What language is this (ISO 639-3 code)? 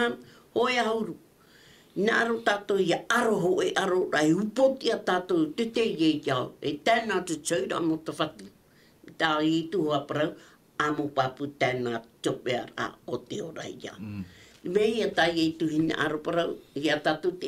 tah